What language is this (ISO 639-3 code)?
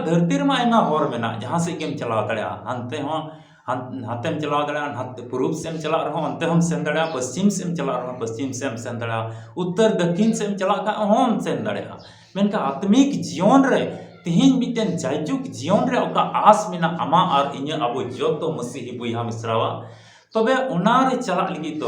sat